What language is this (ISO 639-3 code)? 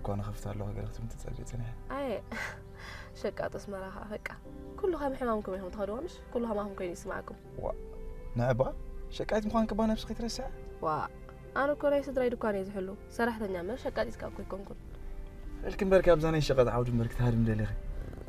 tir